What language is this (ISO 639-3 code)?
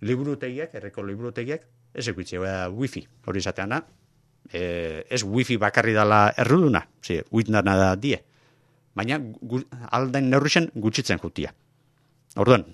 eus